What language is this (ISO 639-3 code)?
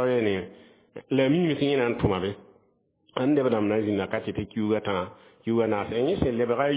mos